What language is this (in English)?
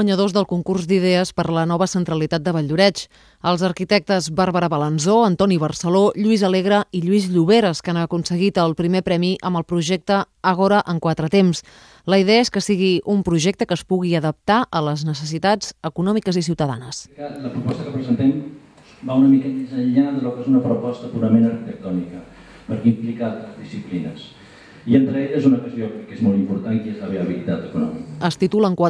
Catalan